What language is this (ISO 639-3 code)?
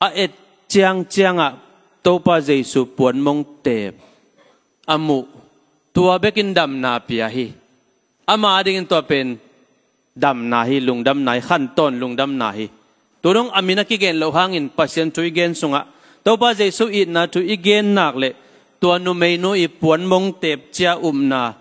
ctd